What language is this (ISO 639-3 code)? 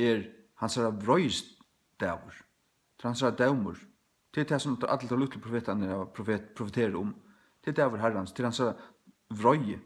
fao